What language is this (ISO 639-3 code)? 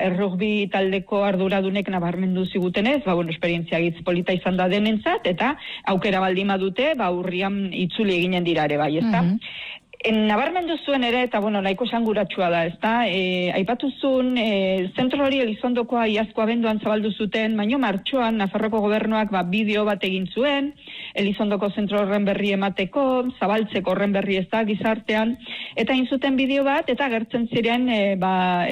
eus